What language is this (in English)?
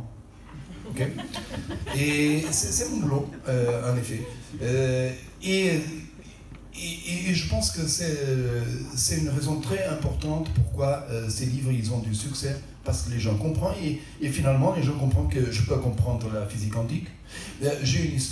French